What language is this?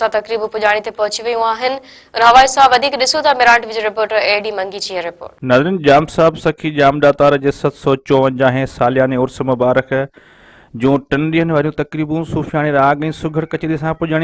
Sindhi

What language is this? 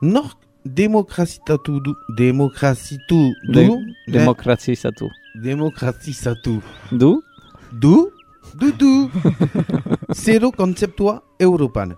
Basque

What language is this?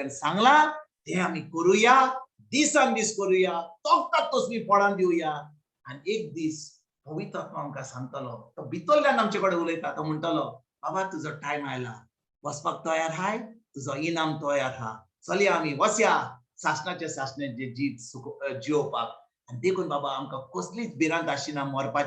Konkani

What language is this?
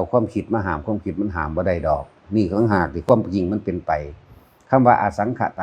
Northeastern Thai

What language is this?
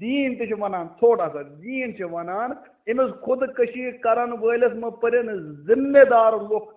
Kashmiri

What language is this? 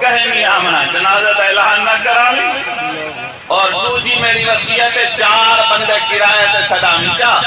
Saraiki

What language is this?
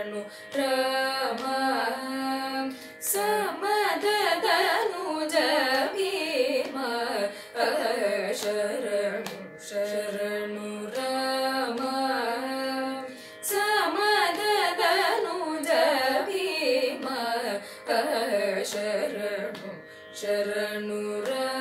Telugu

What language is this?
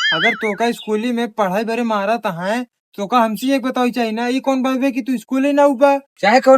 Awadhi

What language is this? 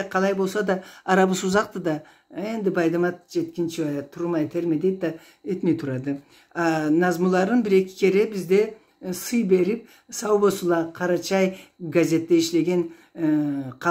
Karachay-Balkar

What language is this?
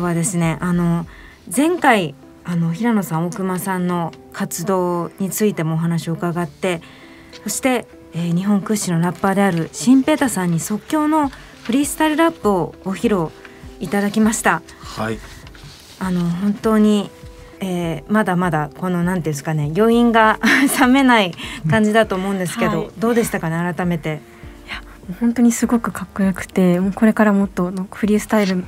Japanese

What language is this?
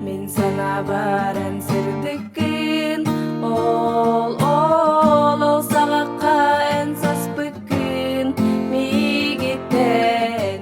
Yakut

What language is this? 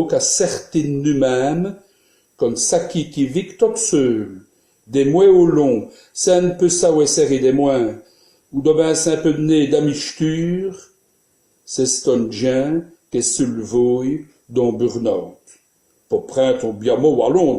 Walloon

